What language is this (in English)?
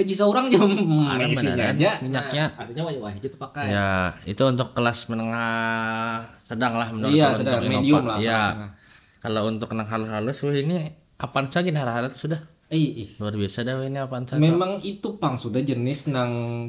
Banjar